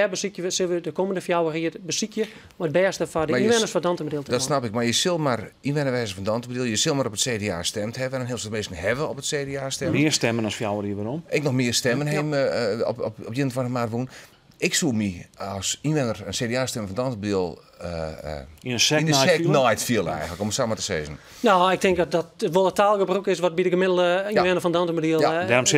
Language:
Western Frisian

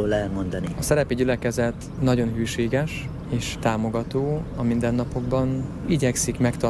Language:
Hungarian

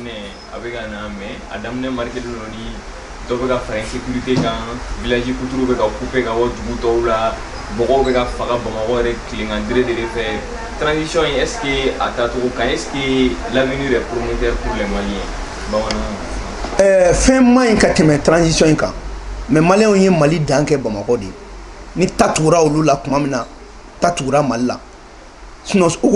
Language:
Bambara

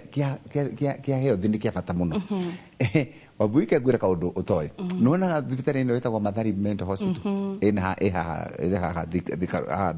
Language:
Kikuyu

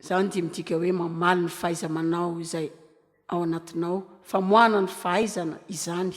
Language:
Malagasy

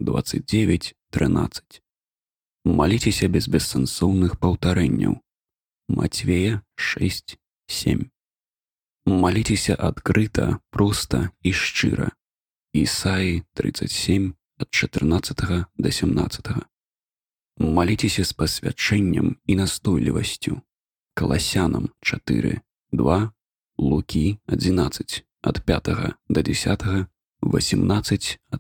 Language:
Belarusian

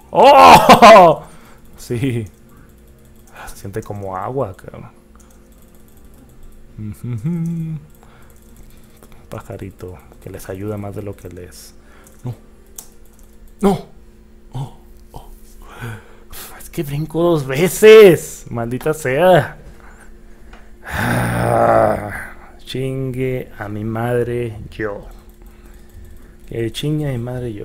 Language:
Spanish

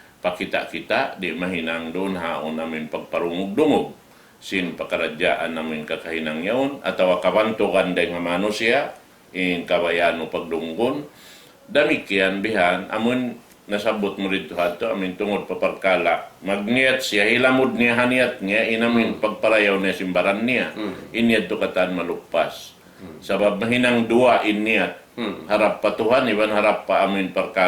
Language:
Tausug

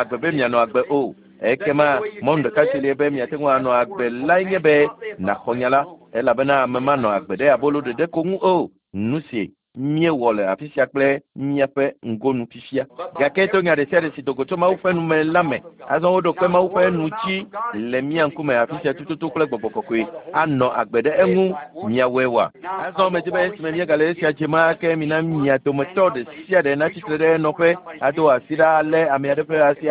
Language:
Ewe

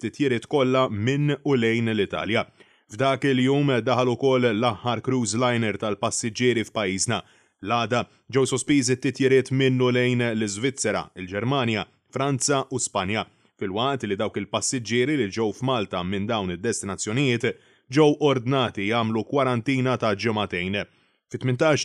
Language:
Maltese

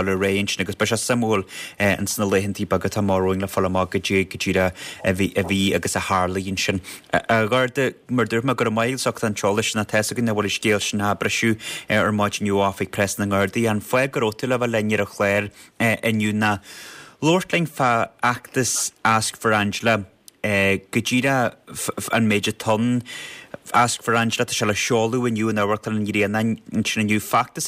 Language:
Irish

